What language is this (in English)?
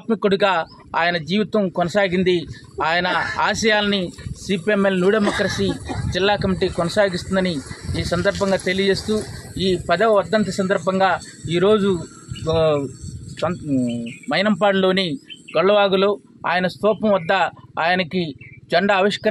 Telugu